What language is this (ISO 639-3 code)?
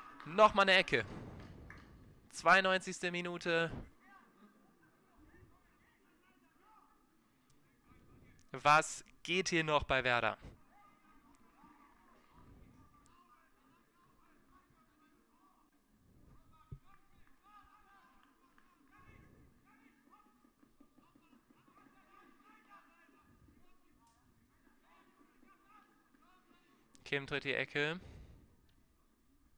deu